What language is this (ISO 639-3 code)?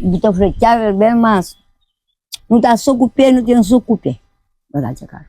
kea